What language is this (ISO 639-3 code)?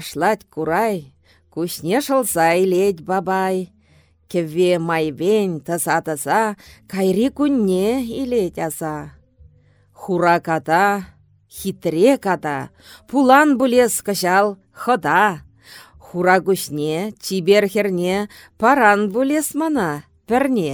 chv